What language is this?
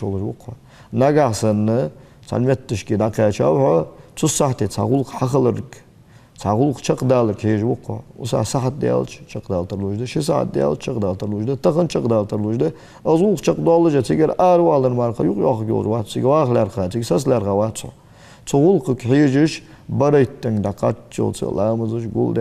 Ingush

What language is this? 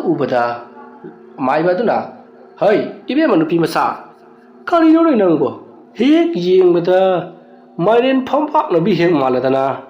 Manipuri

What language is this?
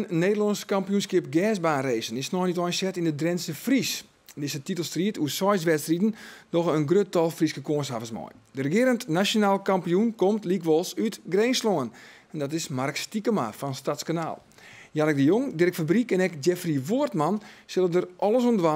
Western Frisian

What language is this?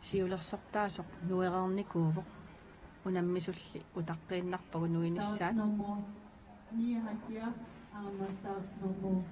Kalaallisut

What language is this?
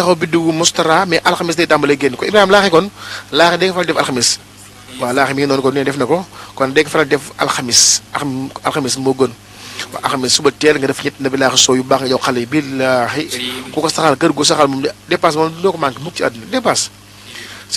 Wolof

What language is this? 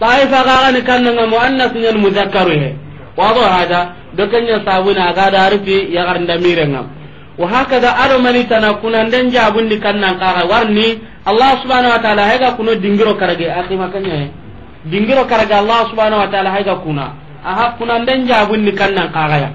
Soninke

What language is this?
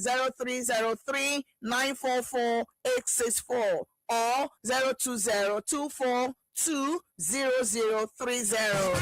Ewe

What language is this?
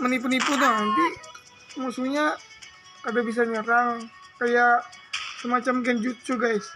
Banjar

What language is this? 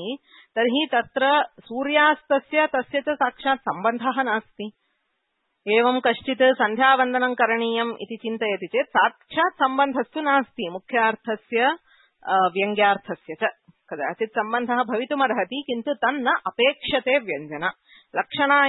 Sanskrit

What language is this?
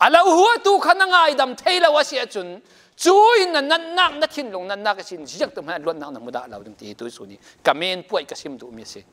Falam Chin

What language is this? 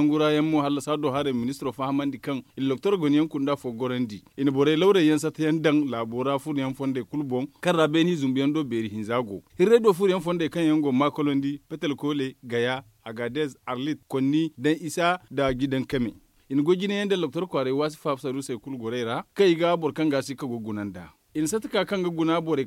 Zarma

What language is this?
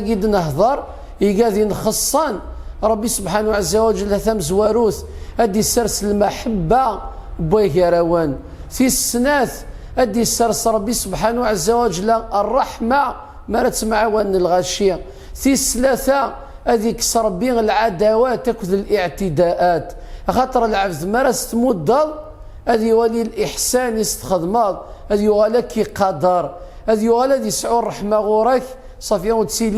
Kabyle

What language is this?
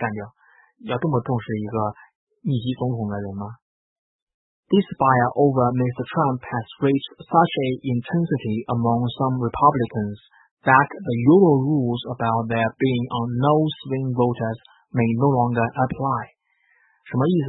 Chinese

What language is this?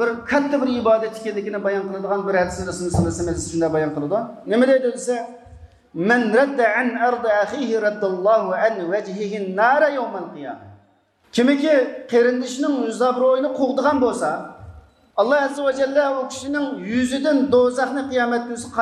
Uyghur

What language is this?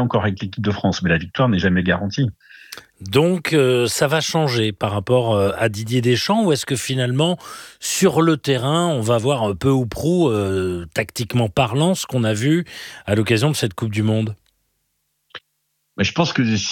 French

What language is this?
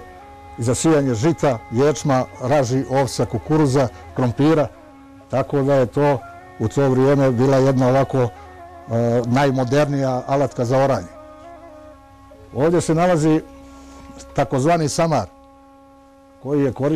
Bosnian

